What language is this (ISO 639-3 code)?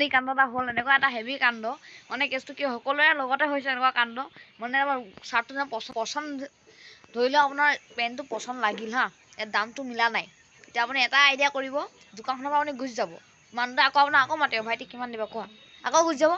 asm